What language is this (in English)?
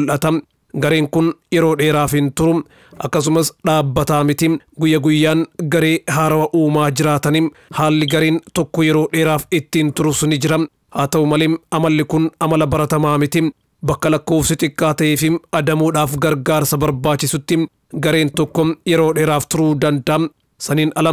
Oromo